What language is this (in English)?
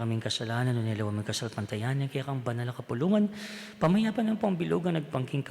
Pampanga